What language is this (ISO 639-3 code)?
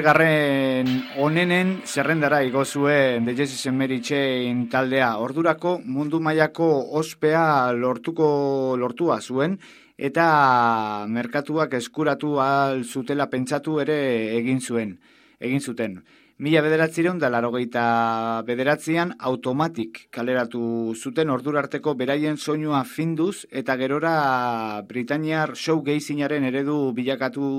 eus